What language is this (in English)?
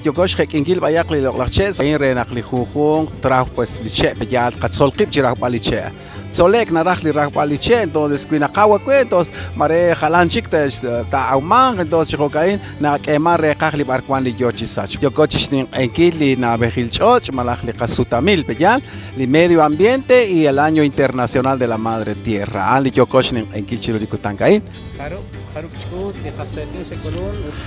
Kekchí